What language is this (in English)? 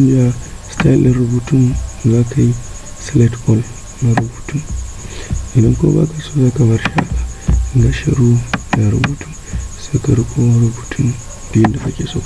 Hausa